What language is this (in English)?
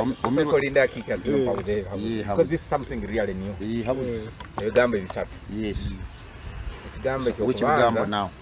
Nyoro